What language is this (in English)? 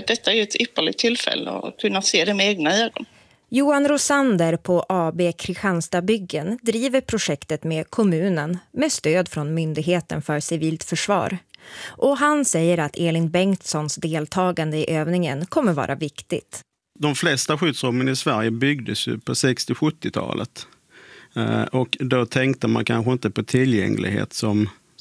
Swedish